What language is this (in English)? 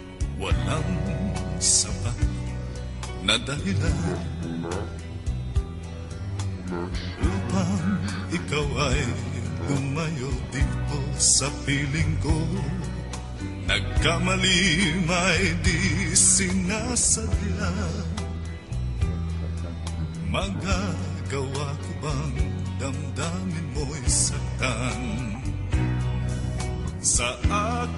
Filipino